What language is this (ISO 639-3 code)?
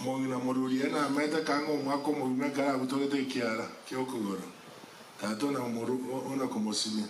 guz